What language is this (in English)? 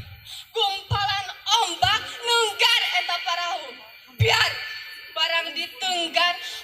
Sundanese